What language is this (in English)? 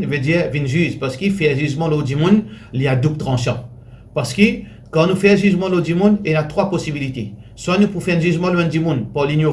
Morisyen